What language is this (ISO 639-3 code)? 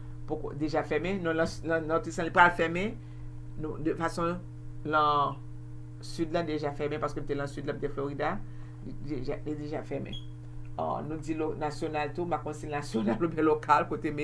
hat